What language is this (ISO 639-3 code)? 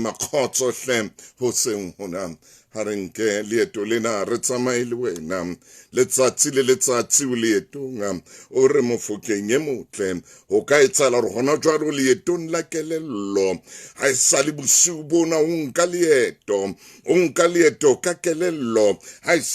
sot